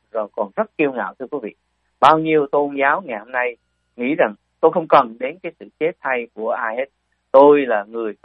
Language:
Vietnamese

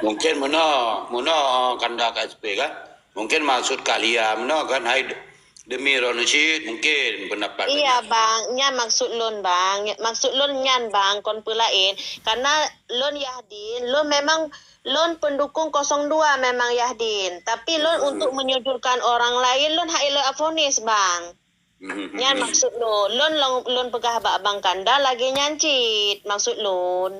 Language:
Achinese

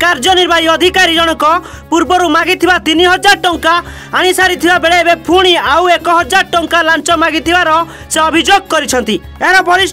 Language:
Odia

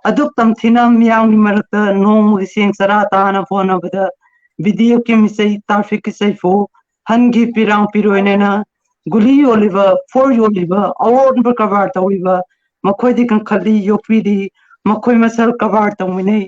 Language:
Manipuri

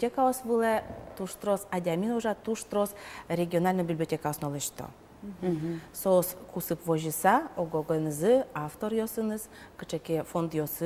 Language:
Udmurt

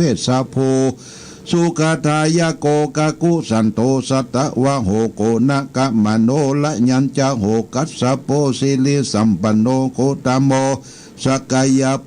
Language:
Pali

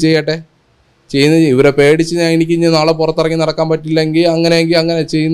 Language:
Malayalam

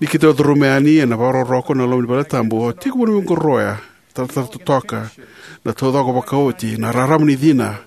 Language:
Fijian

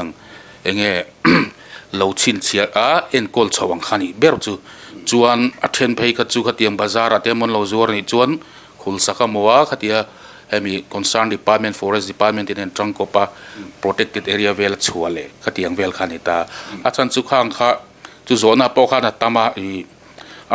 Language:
Mizo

